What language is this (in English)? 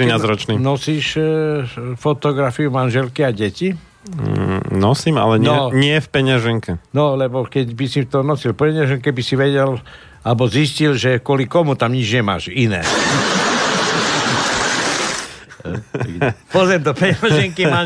Slovak